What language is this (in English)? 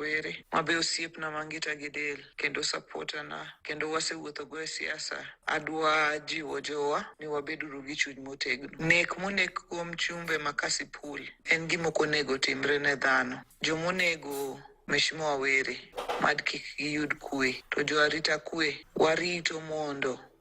Luo (Kenya and Tanzania)